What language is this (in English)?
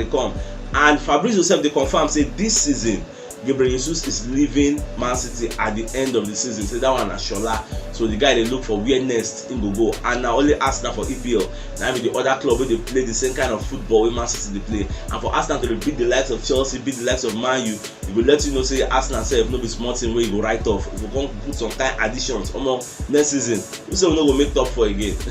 Nigerian Pidgin